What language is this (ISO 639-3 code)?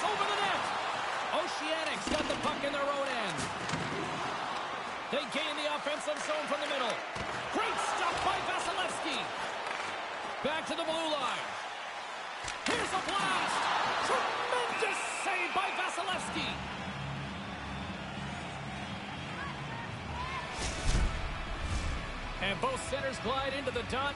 eng